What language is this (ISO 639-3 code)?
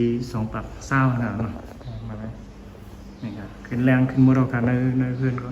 shn